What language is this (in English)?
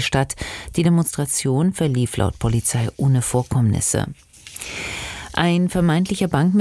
German